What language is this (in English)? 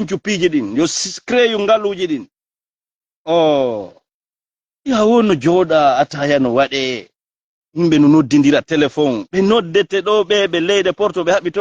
Fula